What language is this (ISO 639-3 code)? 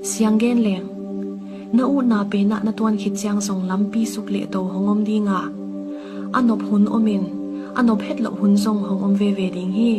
ctd